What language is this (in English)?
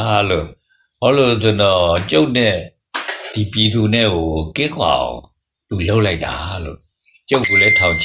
Burmese